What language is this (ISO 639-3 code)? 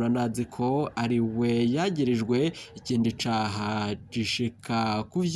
run